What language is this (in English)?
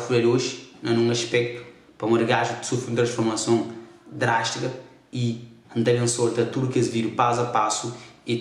Kabuverdianu